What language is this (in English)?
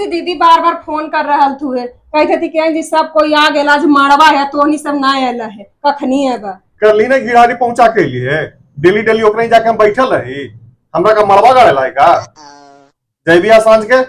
Magahi